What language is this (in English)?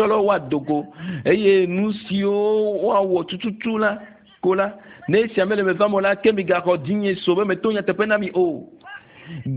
Ewe